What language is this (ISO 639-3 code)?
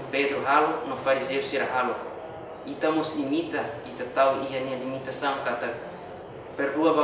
tet